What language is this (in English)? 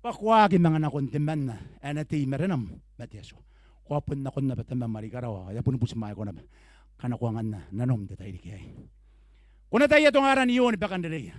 Gilbertese